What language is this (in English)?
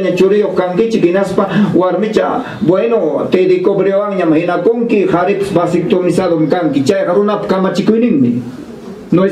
Ayacucho Quechua